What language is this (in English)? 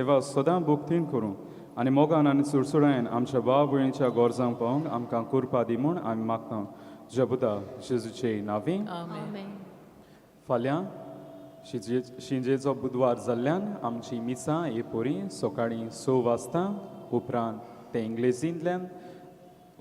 Konkani